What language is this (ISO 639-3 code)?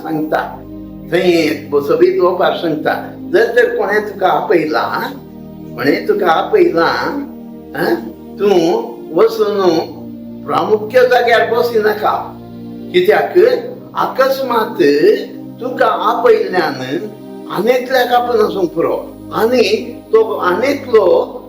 kok